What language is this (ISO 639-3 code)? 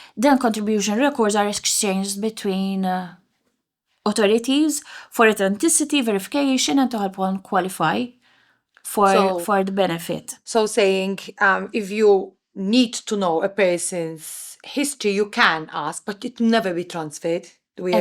eng